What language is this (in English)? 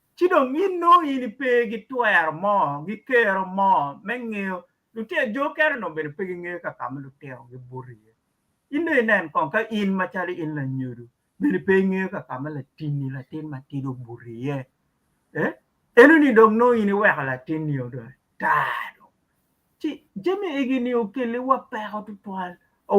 Acoli